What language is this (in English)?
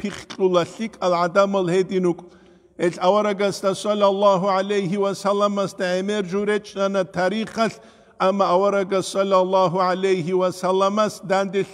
Avaric